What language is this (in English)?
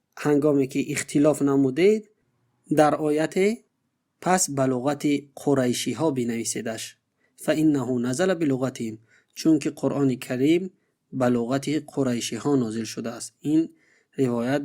Tajik